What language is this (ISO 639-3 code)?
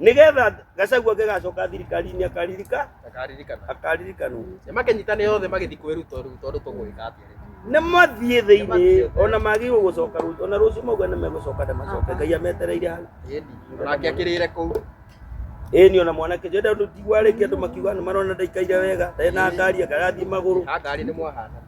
kik